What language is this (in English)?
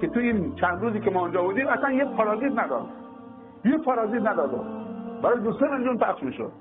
Persian